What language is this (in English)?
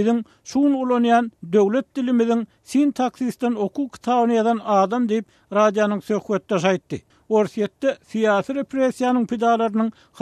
Turkmen